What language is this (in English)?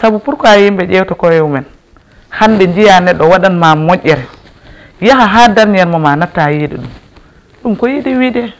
Fula